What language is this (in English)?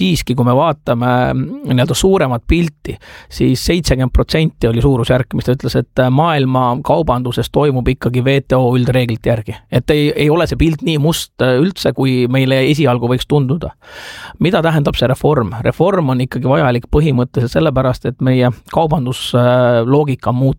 Estonian